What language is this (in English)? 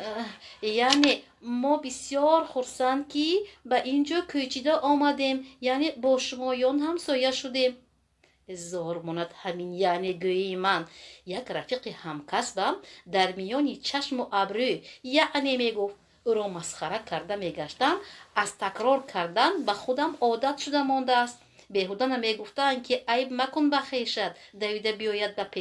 Tajik